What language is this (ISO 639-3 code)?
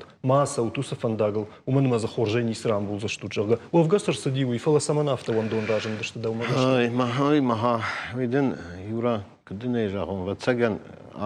oss